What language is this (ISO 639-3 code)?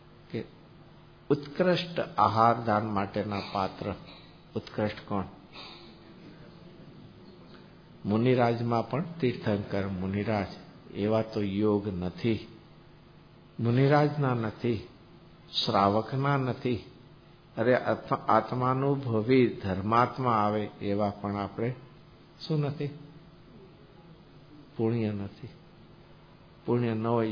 guj